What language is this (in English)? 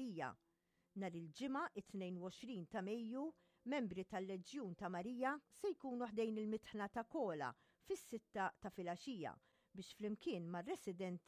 Maltese